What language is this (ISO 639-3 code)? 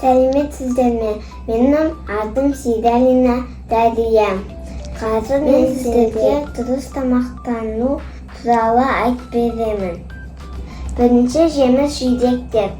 kaz